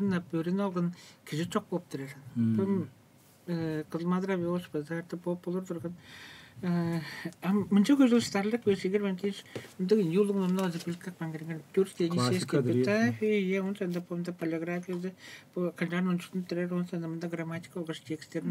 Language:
Tuvinian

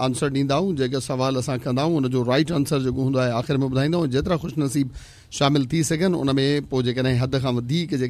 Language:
Sindhi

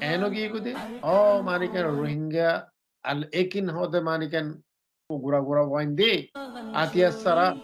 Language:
Rohingya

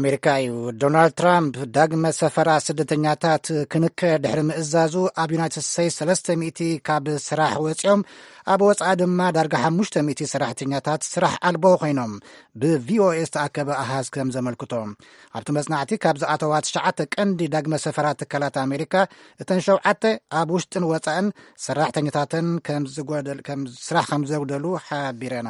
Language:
Tigrinya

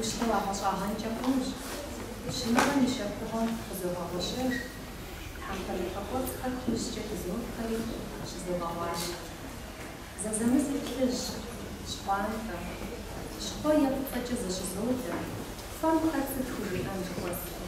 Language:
Kabardian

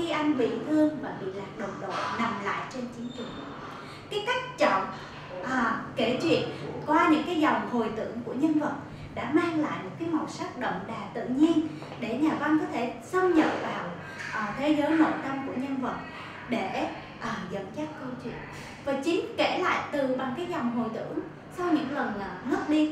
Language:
Vietnamese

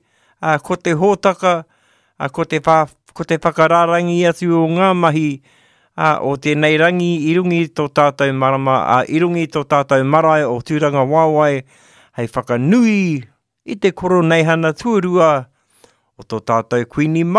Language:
Māori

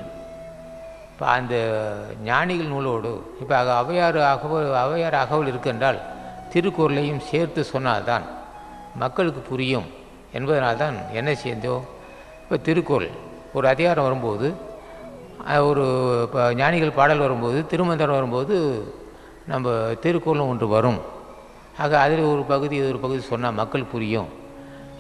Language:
Tamil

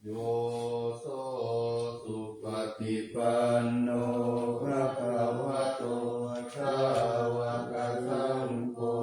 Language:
Pali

